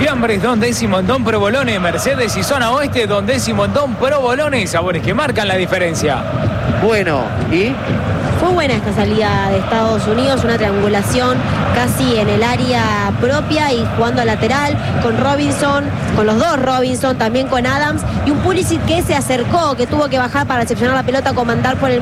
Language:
Spanish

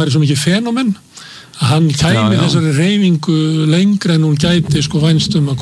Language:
Icelandic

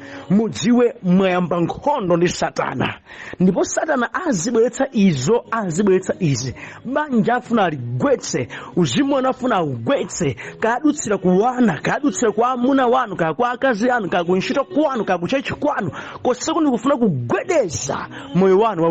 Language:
Nyanja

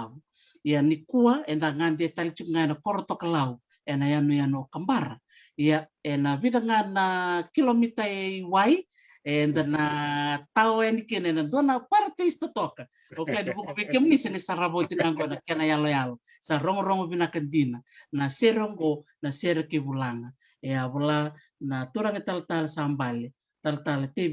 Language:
Fijian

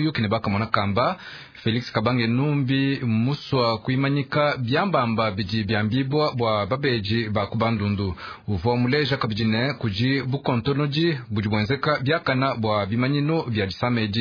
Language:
Luba-Lulua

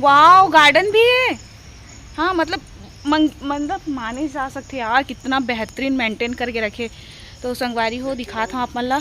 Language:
Chhattisgarhi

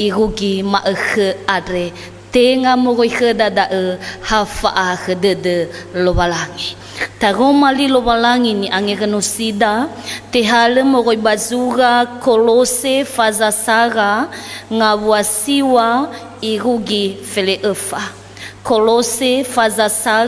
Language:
Nias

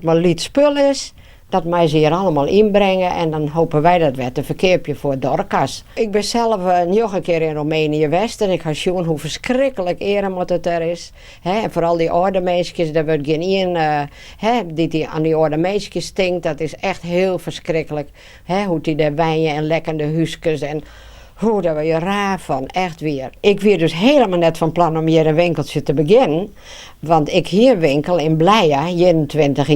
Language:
Western Frisian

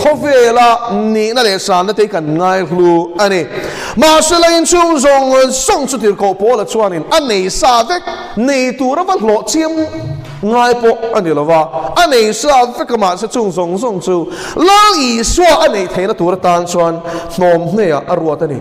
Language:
Mizo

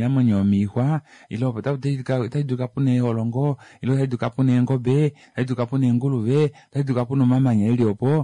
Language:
Kuanyama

